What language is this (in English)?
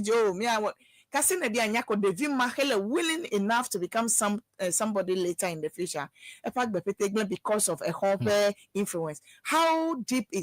Ewe